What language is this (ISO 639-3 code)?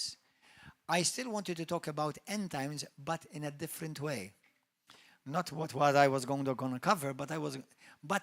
eng